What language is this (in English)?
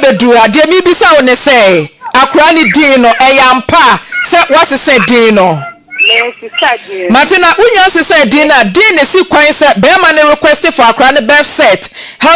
Akan